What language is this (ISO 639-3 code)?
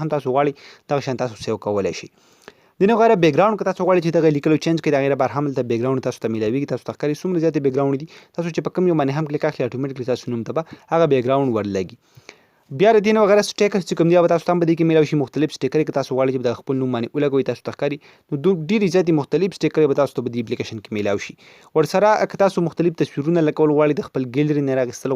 pus